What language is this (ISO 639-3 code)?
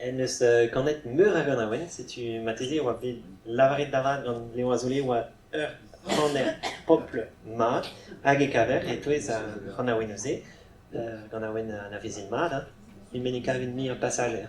bre